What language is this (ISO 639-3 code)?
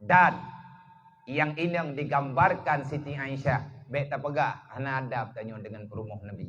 ace